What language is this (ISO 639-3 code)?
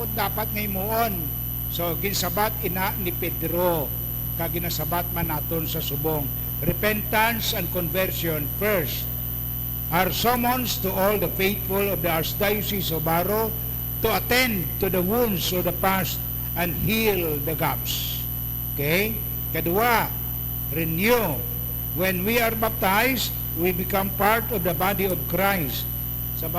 hil